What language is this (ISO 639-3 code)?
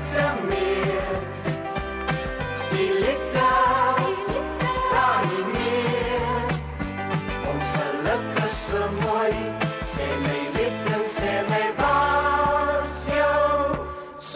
afr